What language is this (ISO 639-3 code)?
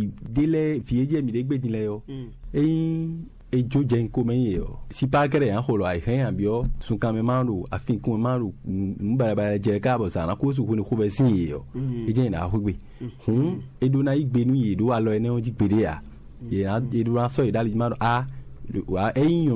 fon